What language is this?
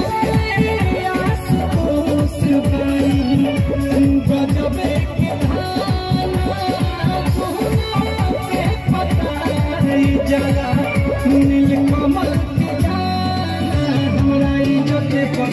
Bhojpuri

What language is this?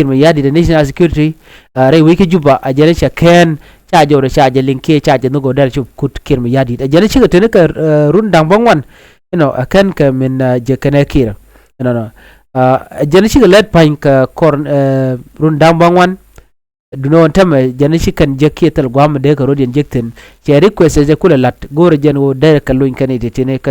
Nuer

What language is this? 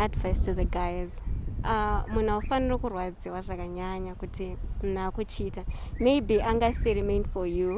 Shona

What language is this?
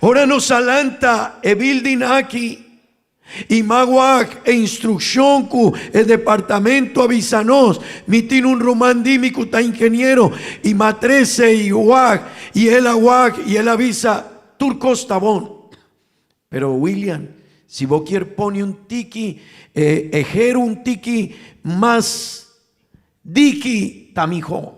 Papiamento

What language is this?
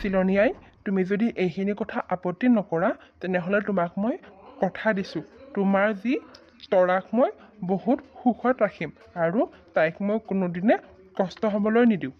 Assamese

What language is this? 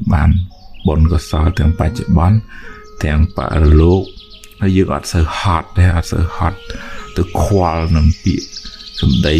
Khmer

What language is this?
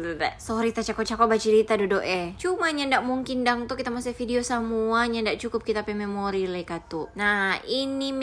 Manado Malay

